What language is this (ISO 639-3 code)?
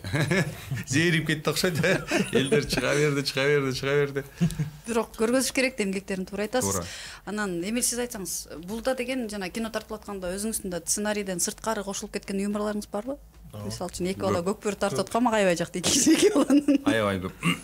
kir